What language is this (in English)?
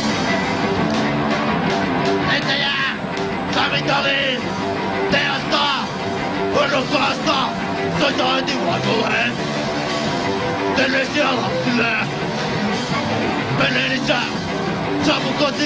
Finnish